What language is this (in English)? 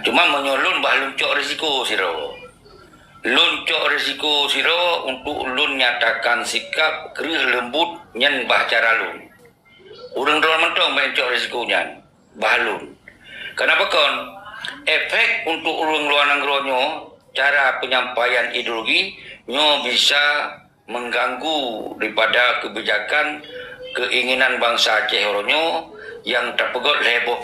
Achinese